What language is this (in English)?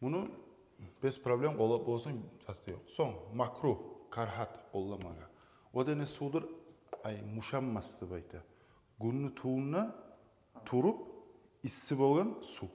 Kumyk